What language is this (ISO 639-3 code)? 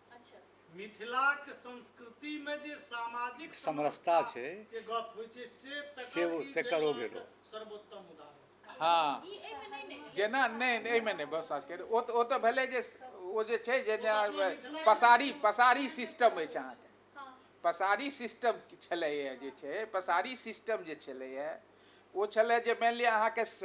mai